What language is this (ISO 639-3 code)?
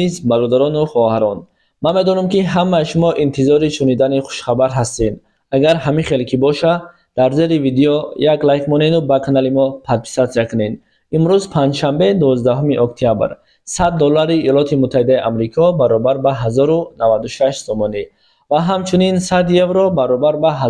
tgk